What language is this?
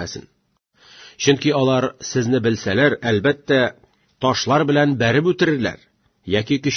Tatar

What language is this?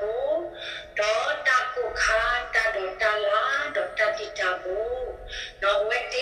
S'gaw Karen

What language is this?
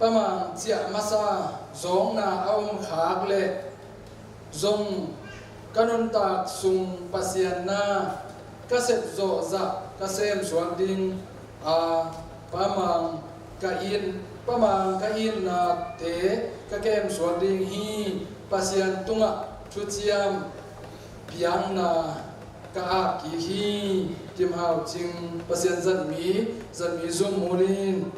Tedim Chin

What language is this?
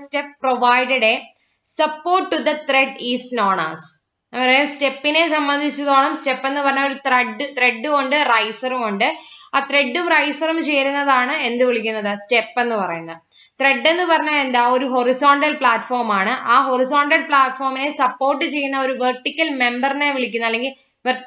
Malayalam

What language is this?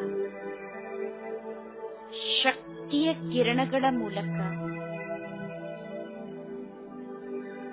Kannada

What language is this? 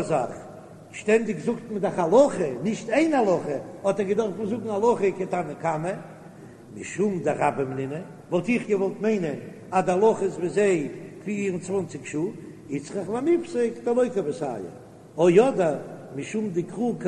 Yiddish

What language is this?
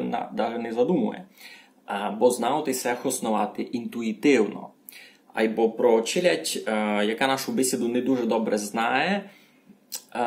Rusyn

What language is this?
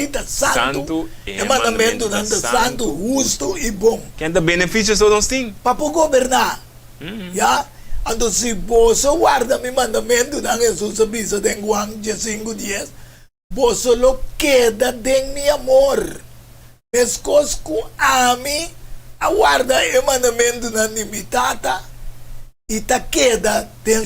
Papiamento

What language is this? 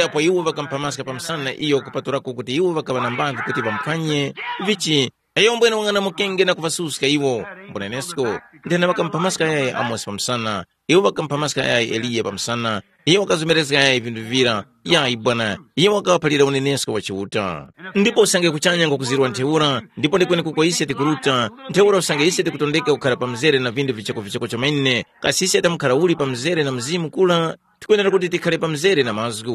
Tumbuka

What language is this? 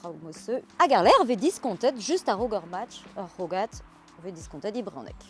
Breton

